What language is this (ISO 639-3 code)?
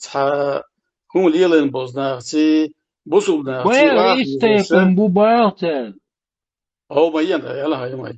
che